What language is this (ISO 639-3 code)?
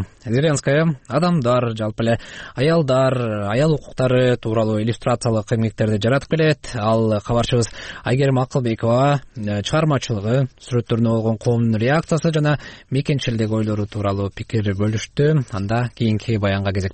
kir